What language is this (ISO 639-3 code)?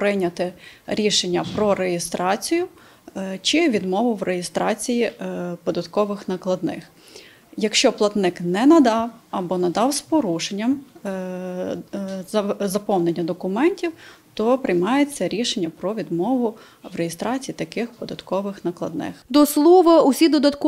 ukr